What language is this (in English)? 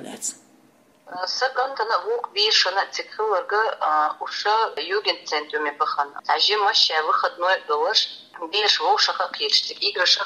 Chechen